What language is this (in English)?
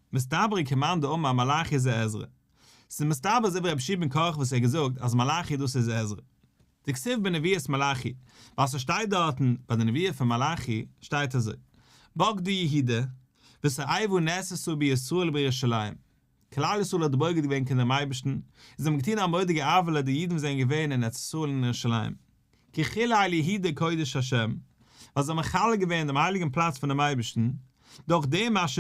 Yiddish